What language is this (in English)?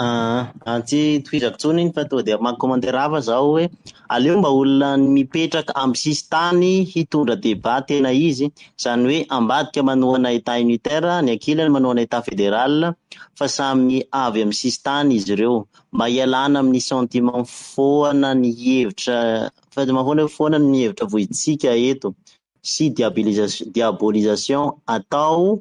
Malagasy